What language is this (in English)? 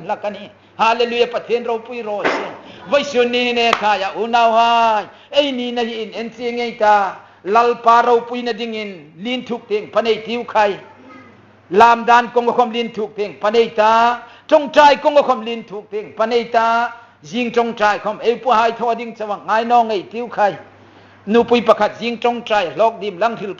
Hmar